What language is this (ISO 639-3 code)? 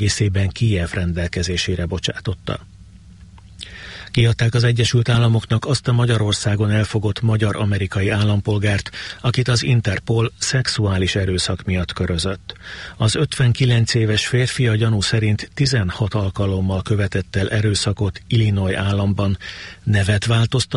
hun